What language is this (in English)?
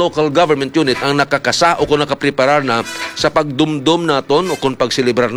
Hiligaynon